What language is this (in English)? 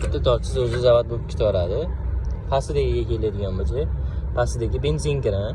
Uzbek